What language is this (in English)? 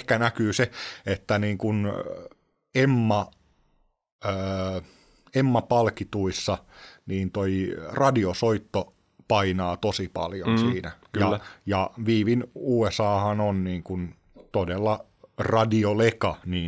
Finnish